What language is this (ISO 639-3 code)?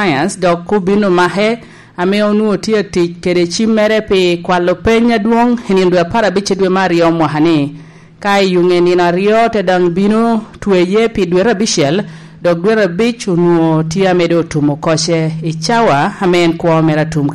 laj